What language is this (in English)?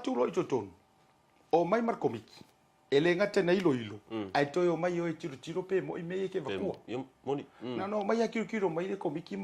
Samoan